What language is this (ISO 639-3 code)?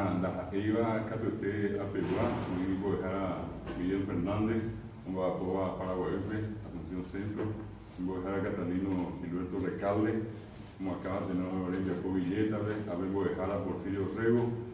grn